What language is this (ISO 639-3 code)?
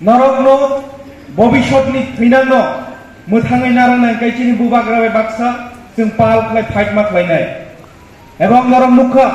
trp